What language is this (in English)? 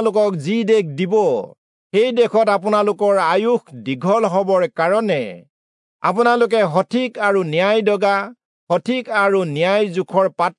Assamese